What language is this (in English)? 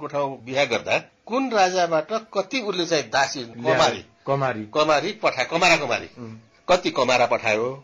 Nepali